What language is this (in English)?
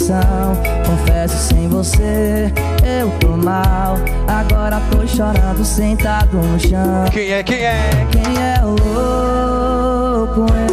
Portuguese